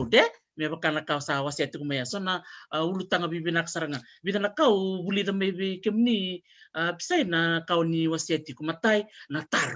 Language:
Fijian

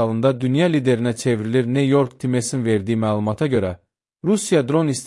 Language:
Azerbaijani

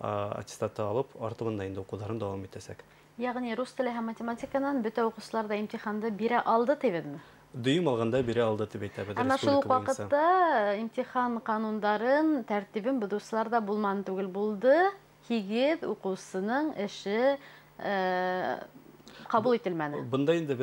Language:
Bashkir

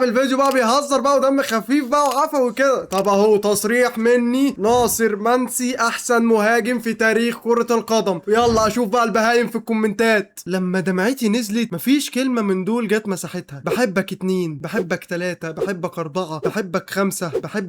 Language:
Egyptian Arabic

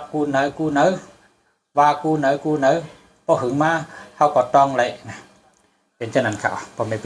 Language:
Shan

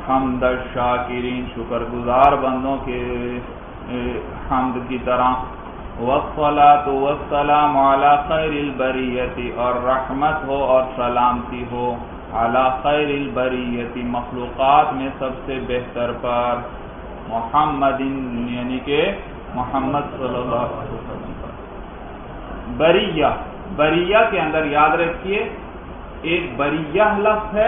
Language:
Urdu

